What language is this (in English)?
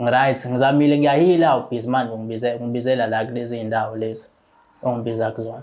Zulu